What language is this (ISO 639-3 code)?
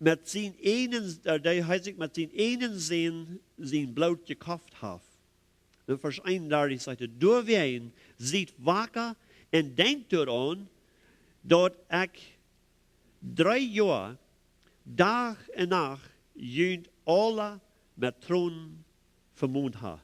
pdt